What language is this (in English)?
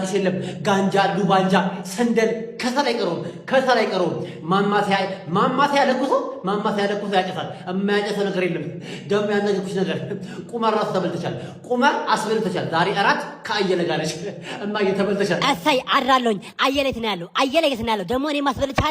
Amharic